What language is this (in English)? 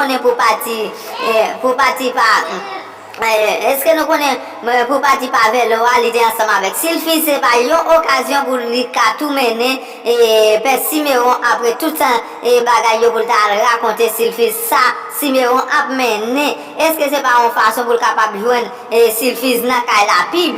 Haitian Creole